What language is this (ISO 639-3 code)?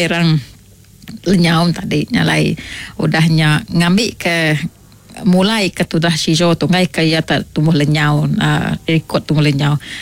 iba